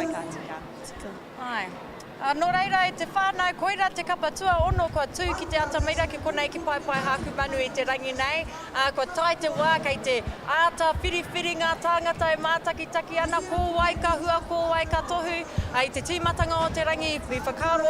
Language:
Māori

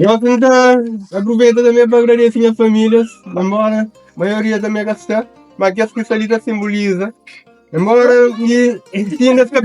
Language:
Kabuverdianu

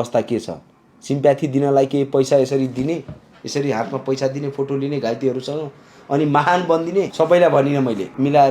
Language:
Nepali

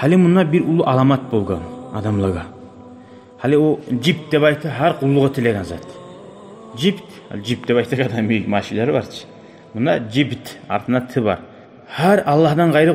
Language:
Kumyk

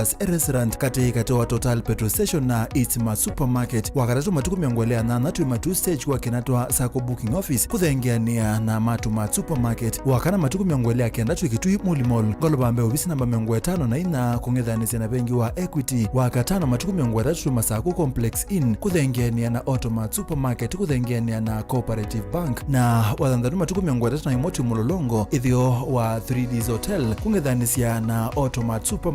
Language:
Kamba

